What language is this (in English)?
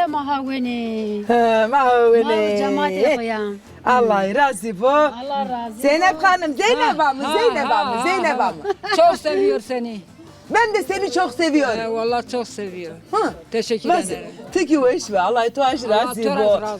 Zaza